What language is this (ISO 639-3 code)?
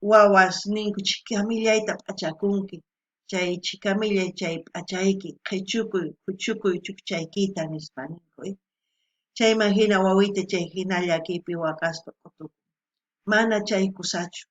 quh